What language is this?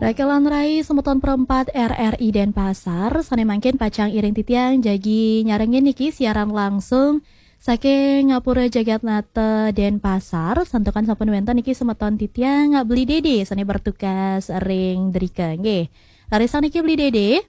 Balinese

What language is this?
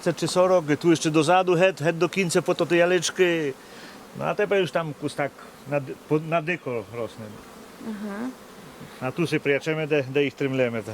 Rusyn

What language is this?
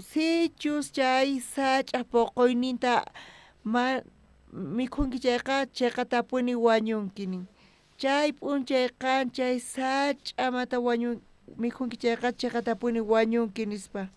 South Bolivian Quechua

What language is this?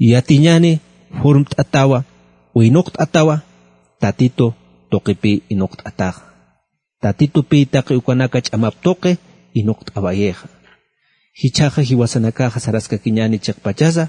Aymara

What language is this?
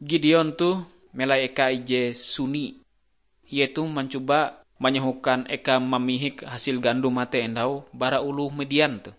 Ngaju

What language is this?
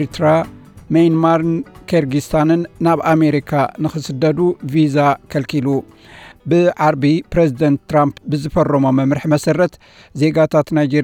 Tigrinya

